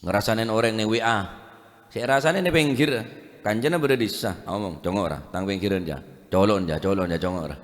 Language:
Madurese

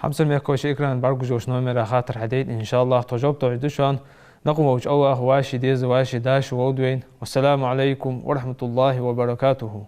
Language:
Ingush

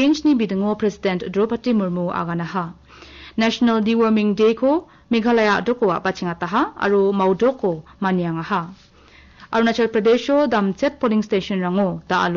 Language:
Garo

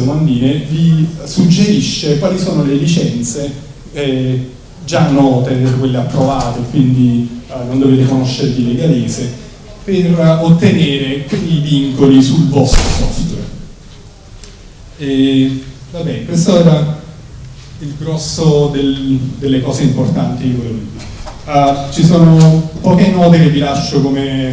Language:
Italian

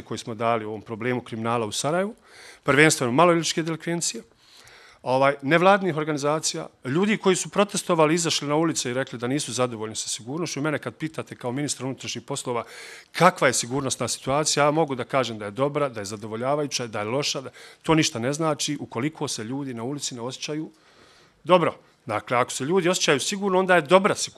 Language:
Bosnian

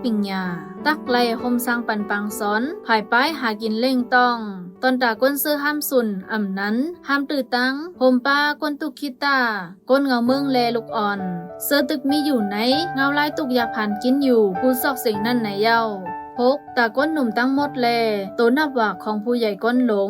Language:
Shan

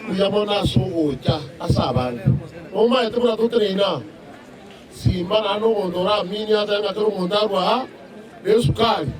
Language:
Gusii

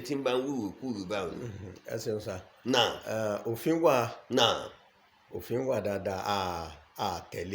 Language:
Yoruba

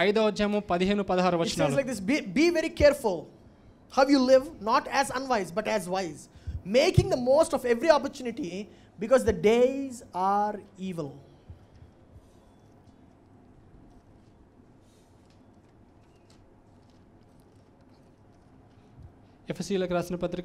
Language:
Telugu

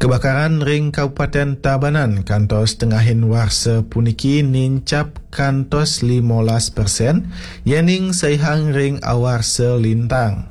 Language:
Balinese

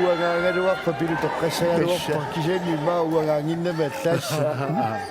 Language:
Kalaallisut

